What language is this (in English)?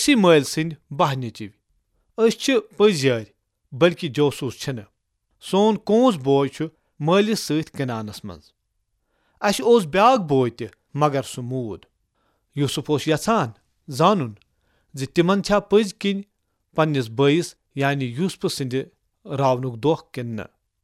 Kashmiri